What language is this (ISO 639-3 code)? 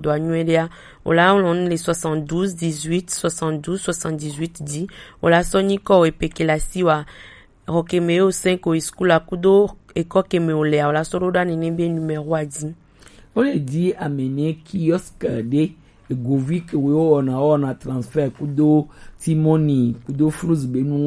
gej